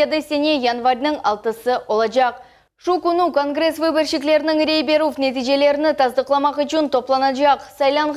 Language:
Crimean Tatar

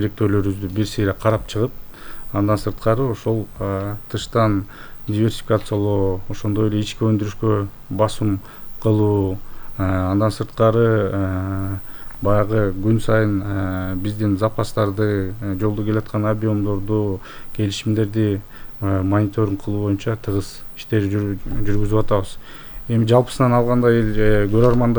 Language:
Kyrgyz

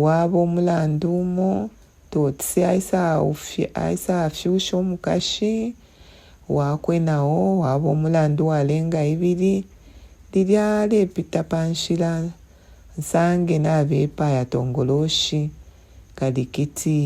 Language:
Bemba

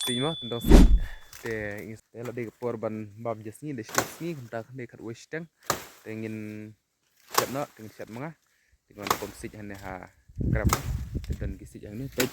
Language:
Khasi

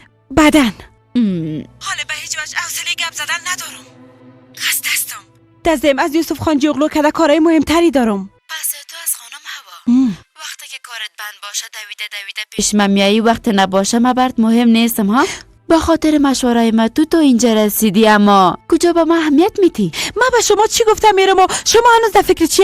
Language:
Persian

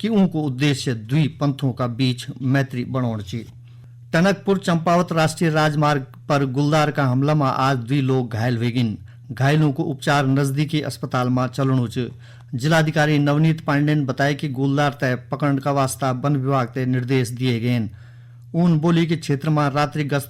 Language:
Garhwali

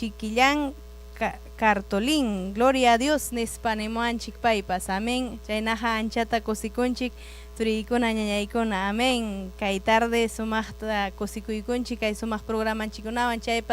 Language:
Ayacucho Quechua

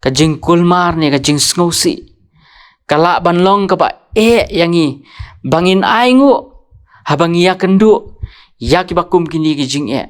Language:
Khasi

